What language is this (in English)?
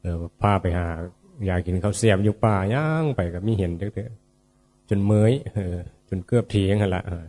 Northeastern Thai